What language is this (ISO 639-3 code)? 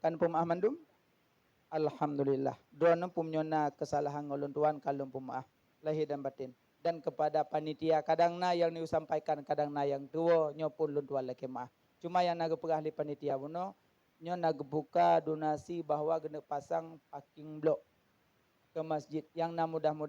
ace